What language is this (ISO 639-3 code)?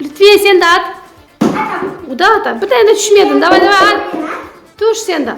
crh